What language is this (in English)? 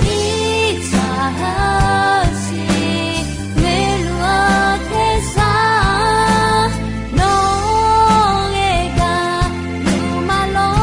Akha